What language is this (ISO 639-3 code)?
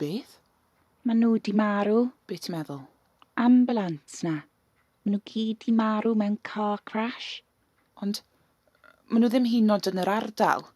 cym